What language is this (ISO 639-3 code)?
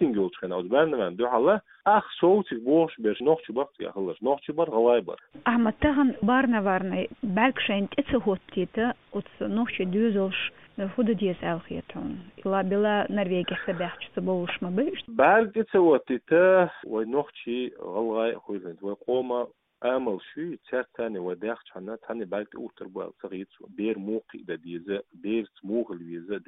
che